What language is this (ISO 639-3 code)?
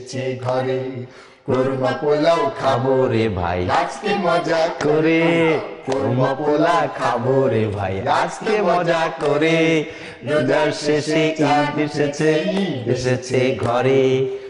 ben